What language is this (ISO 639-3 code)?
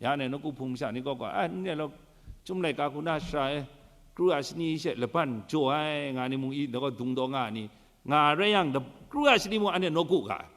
kac